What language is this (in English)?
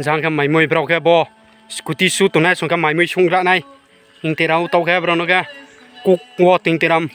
Riang (India)